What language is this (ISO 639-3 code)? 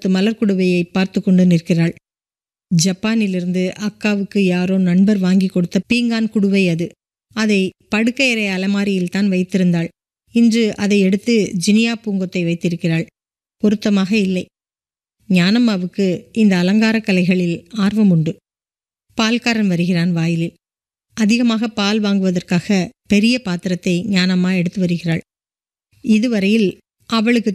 tam